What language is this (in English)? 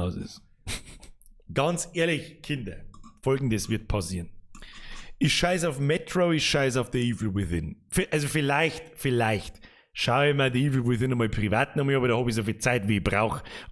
Bavarian